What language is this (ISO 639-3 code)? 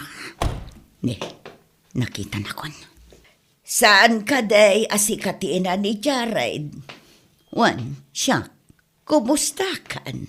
ilo